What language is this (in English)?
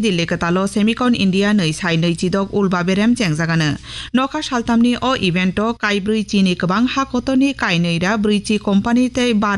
Kok Borok